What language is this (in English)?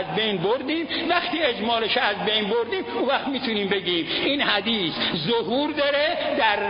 Persian